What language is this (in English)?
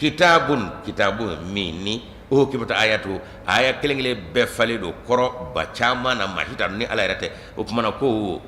Bambara